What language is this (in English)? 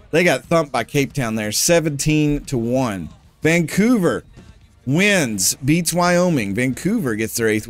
English